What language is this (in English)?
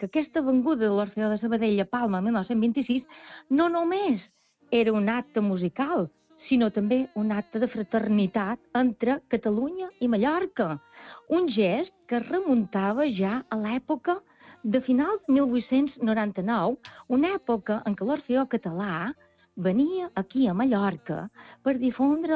Catalan